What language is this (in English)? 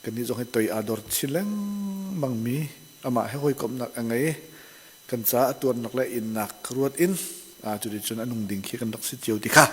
Hakha Chin